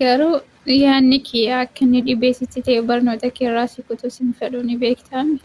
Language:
Oromo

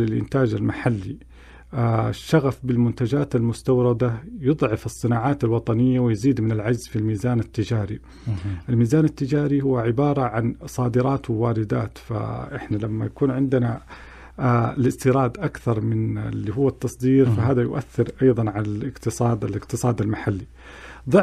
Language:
Arabic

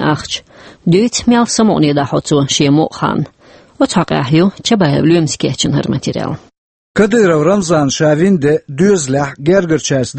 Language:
Chechen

